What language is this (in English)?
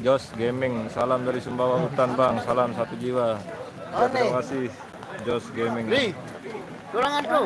Sasak